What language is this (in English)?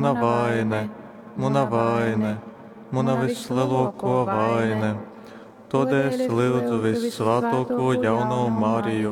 Latgalian